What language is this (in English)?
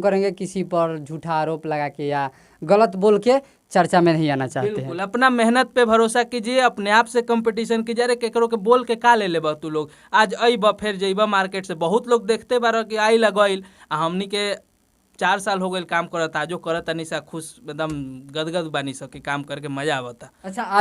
Bhojpuri